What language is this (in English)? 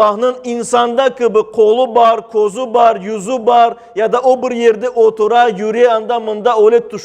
Crimean Tatar